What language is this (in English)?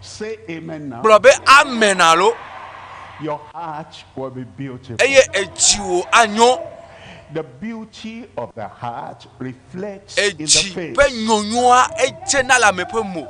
Ewe